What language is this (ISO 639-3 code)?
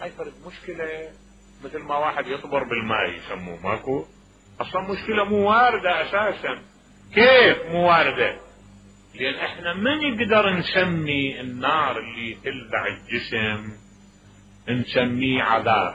acm